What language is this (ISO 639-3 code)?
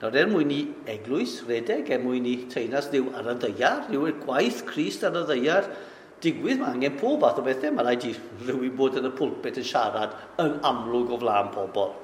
cym